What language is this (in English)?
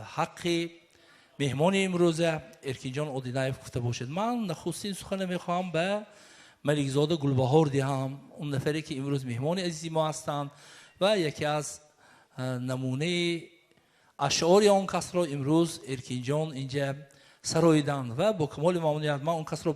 Tajik